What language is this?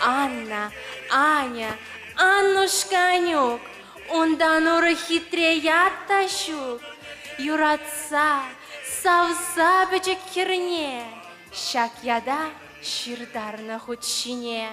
Chuvash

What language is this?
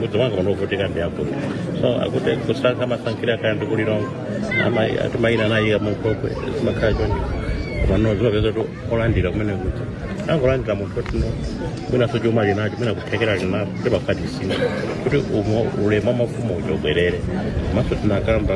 Nyanja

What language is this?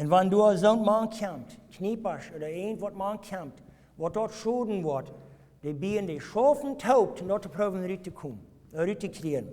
Plautdietsch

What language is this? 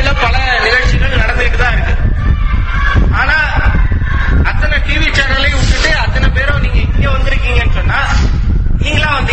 Tamil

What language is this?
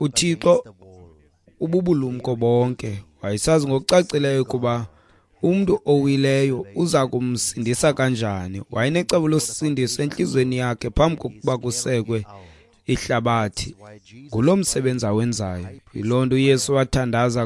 Xhosa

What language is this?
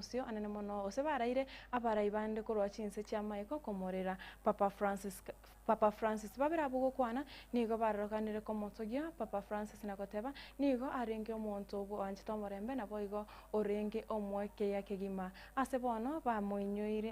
Gusii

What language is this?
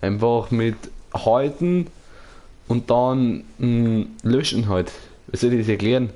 Bavarian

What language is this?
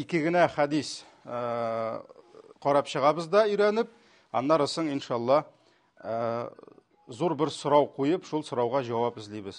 Tatar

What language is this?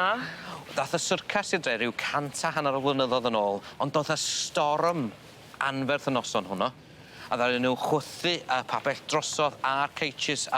Welsh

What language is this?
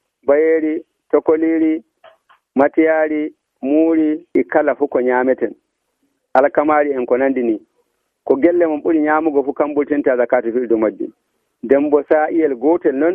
Nigerian Fulfulde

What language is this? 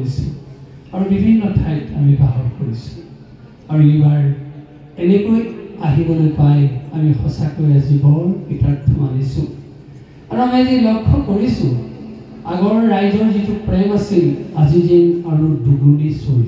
Assamese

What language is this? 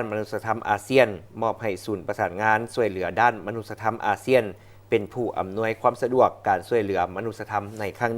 Lao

